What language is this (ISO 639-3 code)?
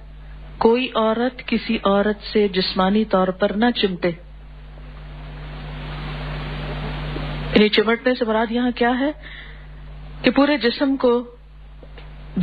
urd